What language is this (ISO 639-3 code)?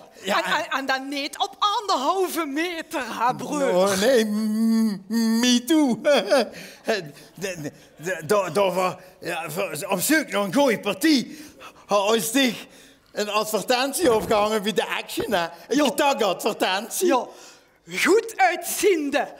lim